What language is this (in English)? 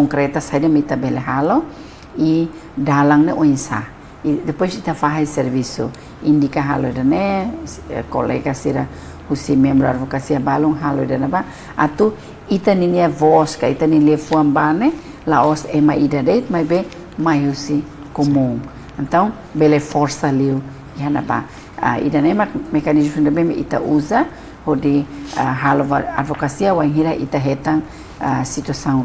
Tetum